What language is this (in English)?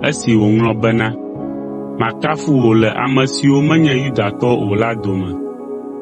Ewe